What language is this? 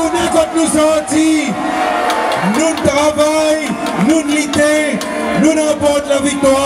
Seselwa Creole French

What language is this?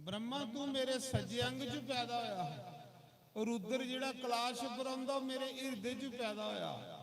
Dogri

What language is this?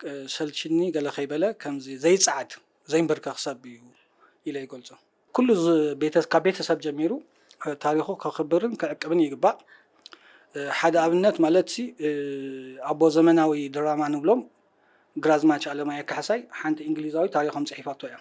Tigrinya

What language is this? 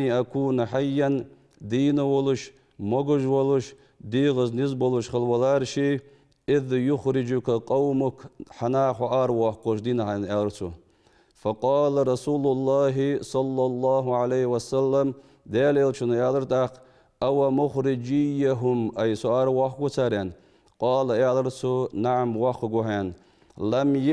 Ingush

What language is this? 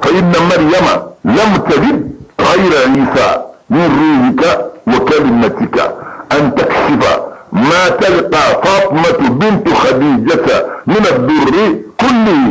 Bambara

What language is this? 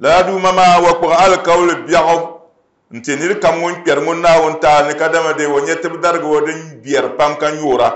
Dagbani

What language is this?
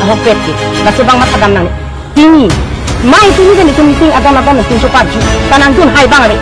Karbi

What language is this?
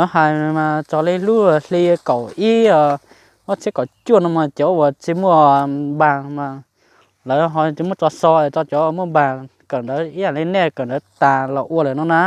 Hmong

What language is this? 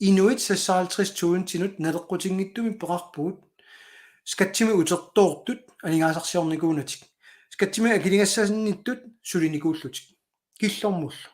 Kalaallisut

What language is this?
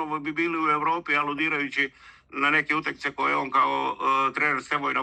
Serbian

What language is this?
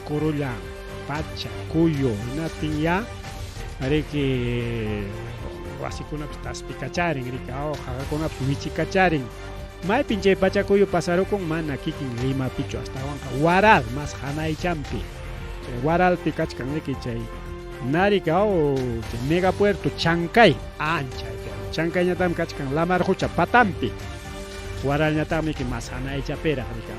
Ayacucho Quechua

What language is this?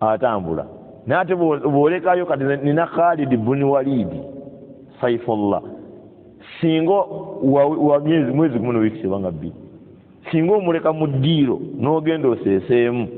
Ganda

